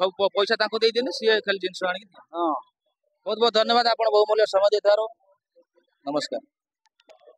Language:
Odia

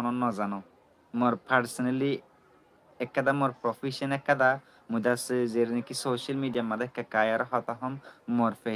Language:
Rohingya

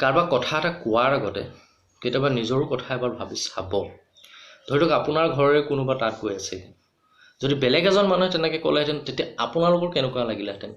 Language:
Assamese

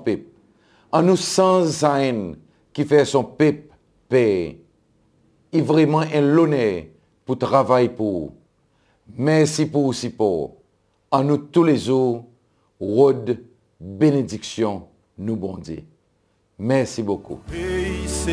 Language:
Seselwa Creole French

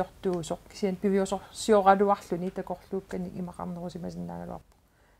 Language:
Kalaallisut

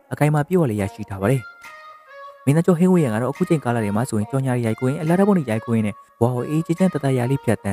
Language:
Burmese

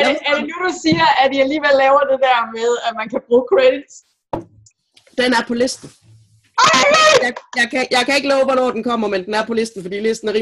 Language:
Danish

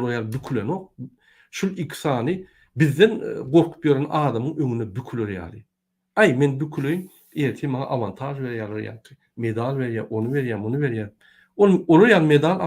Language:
Turkmen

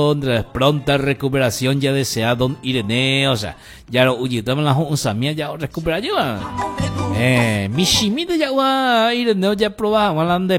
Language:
Guarani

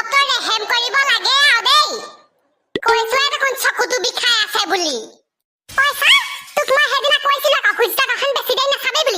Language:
Assamese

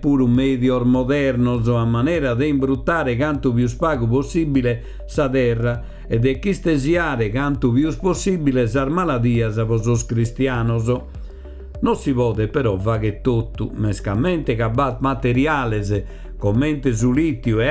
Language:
Sardinian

